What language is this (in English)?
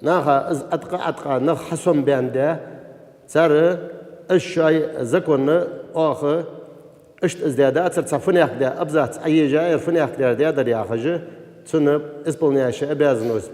Ingush